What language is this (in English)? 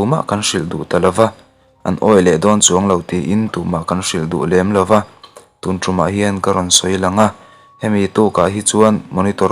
Mizo